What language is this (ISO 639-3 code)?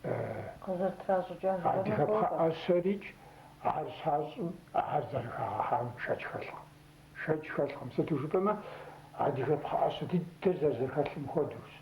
kbd